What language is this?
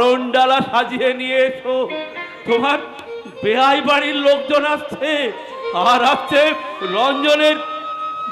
Bangla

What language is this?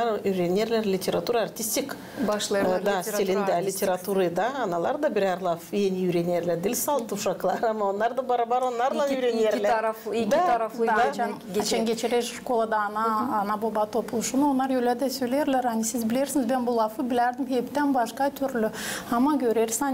Gagauz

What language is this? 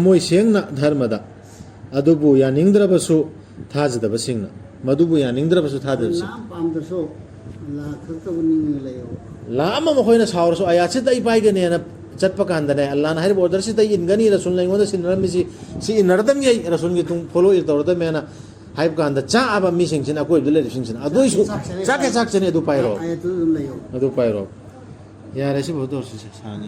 Manipuri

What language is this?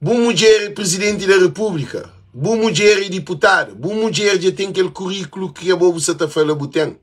Kabuverdianu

